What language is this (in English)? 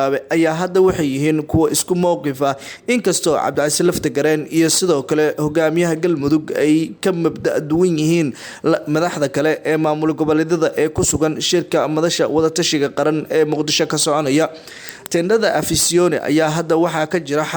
Somali